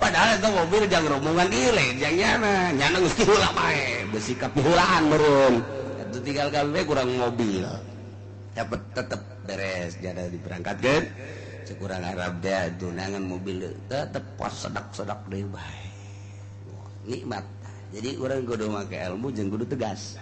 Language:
Sundanese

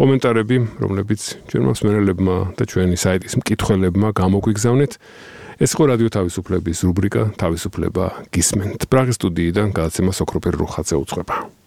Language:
Georgian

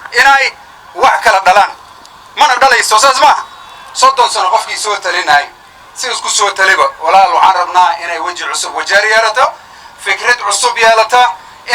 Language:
Somali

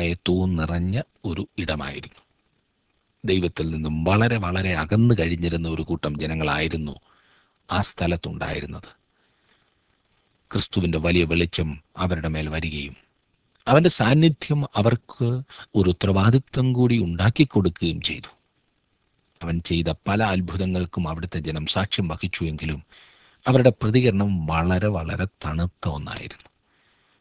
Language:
Malayalam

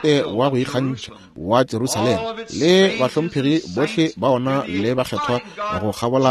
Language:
Northern Sotho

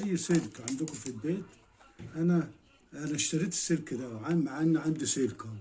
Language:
Egyptian Arabic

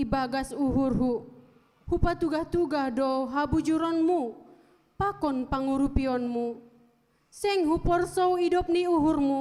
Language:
Batak Simalungun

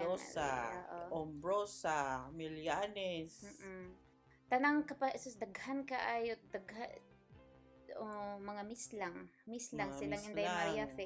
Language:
Cebuano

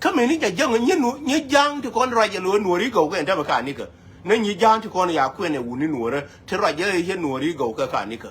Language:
Nuer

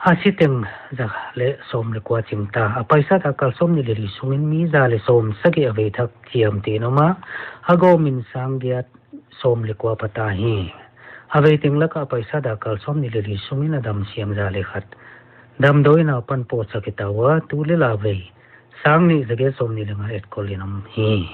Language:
Paite Chin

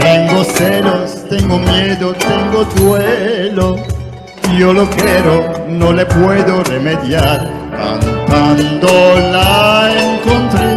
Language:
Ladino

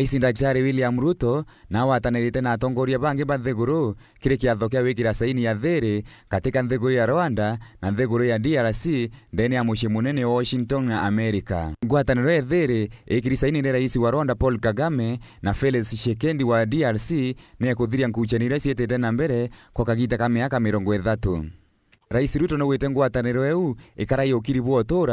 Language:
Meru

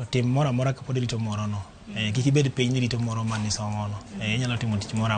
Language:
Luo (Kenya and Tanzania)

